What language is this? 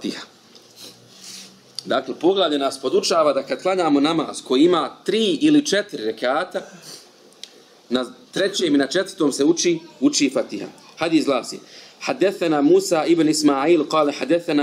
Bosnian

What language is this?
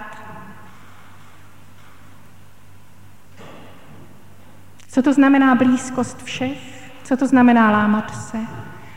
Czech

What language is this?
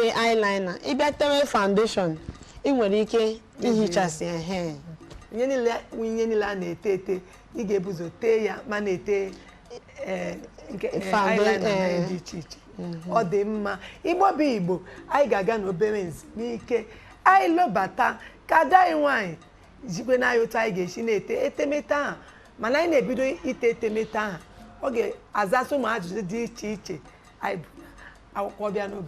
Igbo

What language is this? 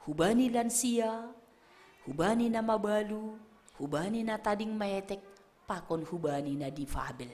Batak Simalungun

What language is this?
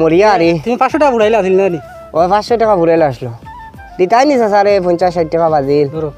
Sylheti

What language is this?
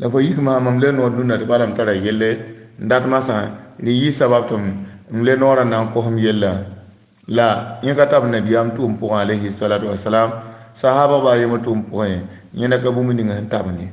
Mossi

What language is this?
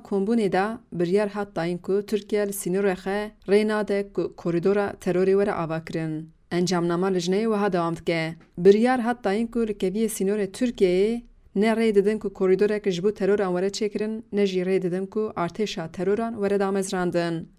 Kurdish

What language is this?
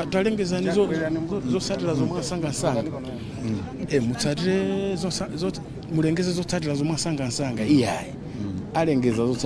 Nyanja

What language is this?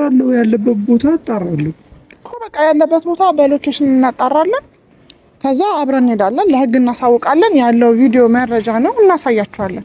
Amharic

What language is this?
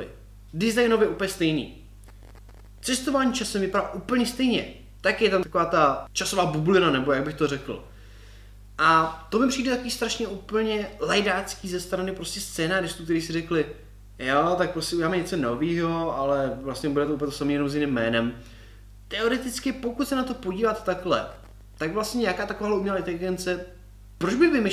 Czech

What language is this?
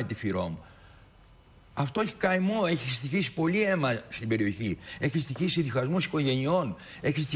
Greek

